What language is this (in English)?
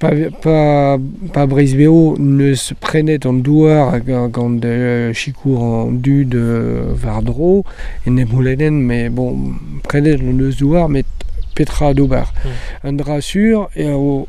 Breton